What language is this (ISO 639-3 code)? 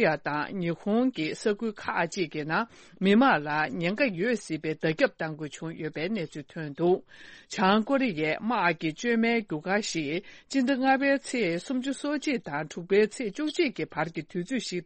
bod